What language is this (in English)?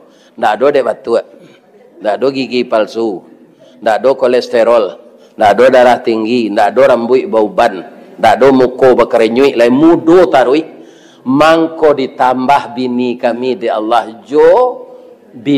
Minangkabau